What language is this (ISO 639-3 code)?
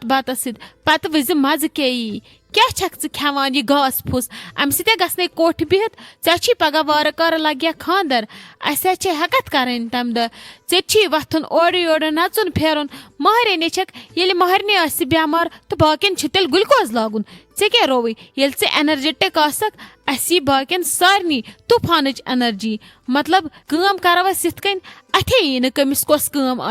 kas